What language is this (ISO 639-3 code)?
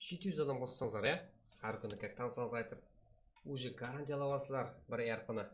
kaa